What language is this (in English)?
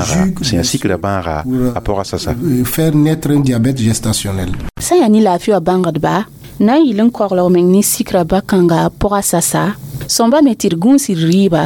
Mossi